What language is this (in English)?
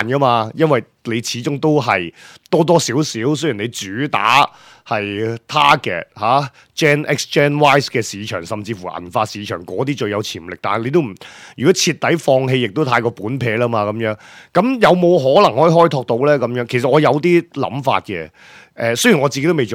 Cantonese